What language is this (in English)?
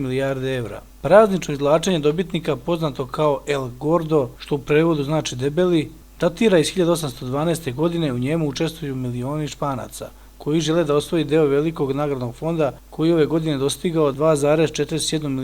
Serbian